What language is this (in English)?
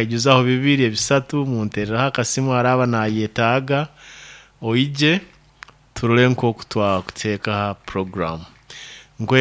Nyoro